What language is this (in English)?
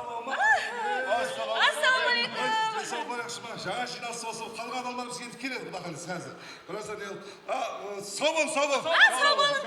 Kara-Kalpak